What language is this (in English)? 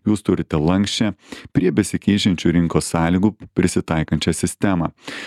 Lithuanian